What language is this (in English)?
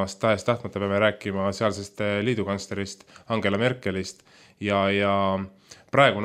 Estonian